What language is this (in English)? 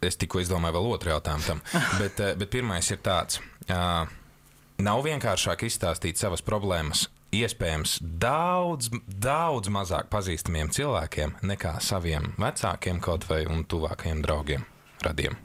Latvian